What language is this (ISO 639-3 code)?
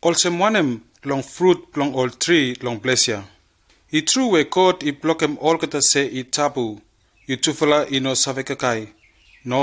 bis